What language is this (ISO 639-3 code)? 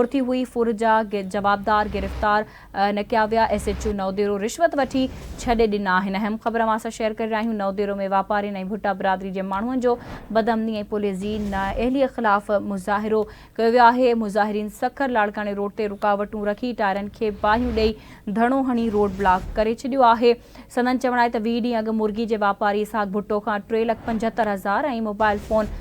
snd